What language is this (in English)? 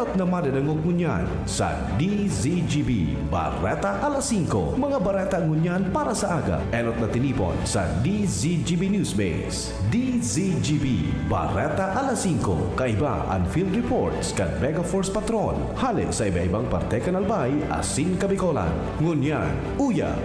Bikol